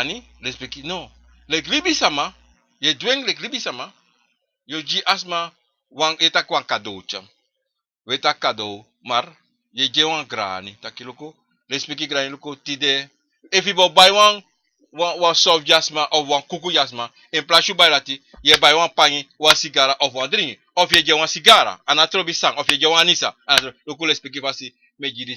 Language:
Sranan Tongo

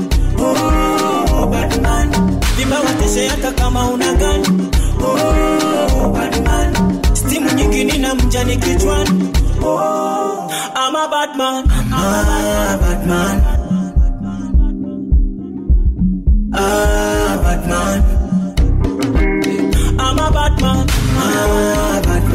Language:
Swahili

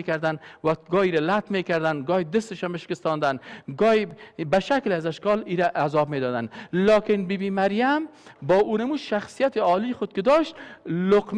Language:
Persian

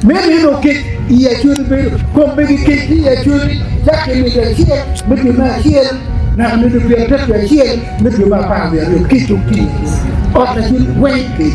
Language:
Acoli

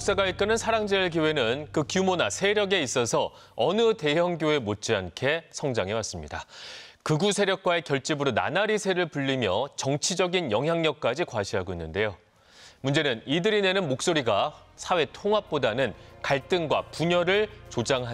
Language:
Korean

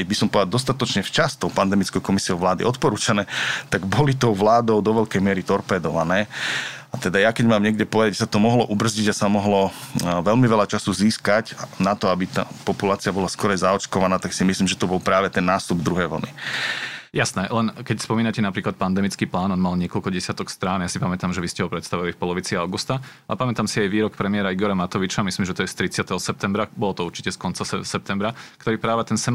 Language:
Slovak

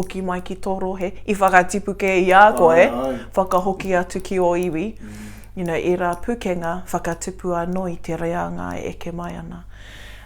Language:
Māori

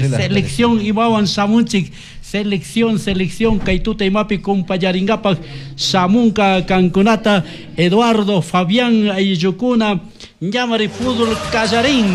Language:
Chimborazo Highland Quichua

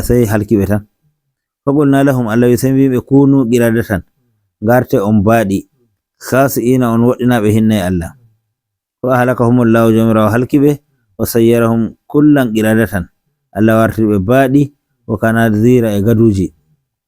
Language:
Nigerian Fulfulde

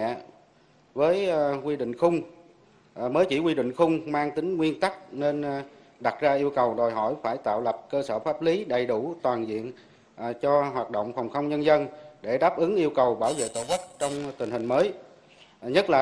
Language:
Vietnamese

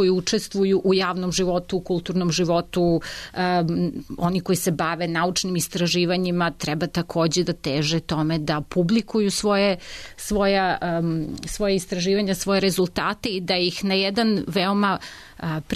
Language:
Serbian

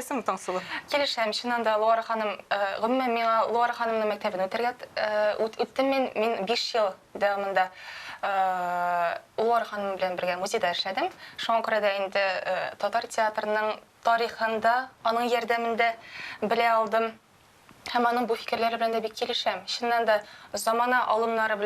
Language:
Tatar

